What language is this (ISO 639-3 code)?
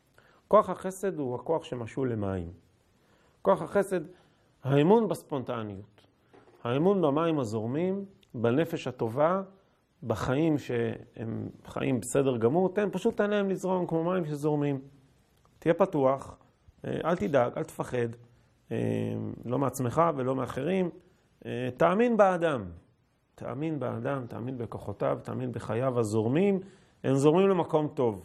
heb